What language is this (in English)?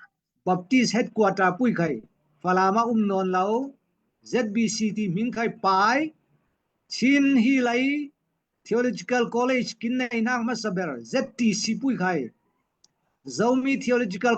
Falam Chin